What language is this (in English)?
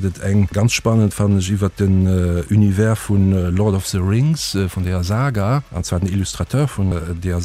Luxembourgish